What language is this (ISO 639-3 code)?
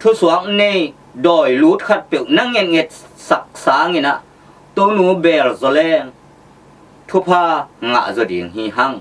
ctd